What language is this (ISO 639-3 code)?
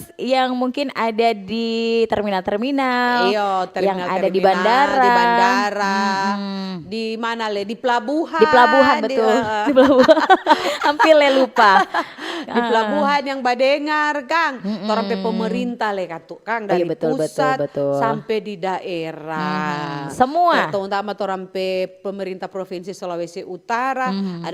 xmm